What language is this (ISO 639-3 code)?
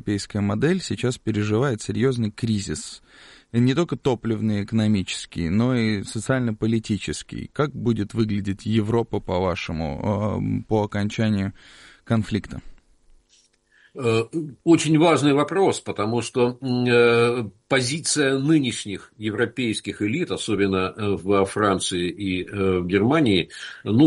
rus